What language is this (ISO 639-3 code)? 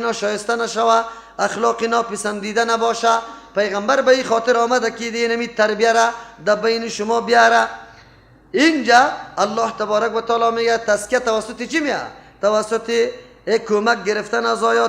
fas